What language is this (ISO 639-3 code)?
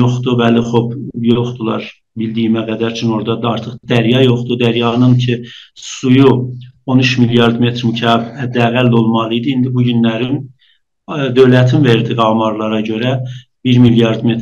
azb